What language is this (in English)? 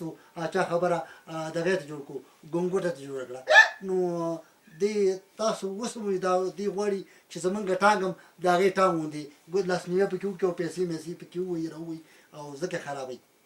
Pashto